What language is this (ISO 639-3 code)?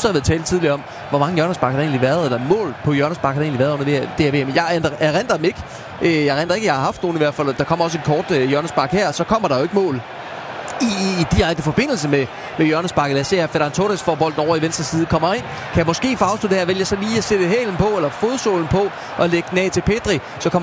dan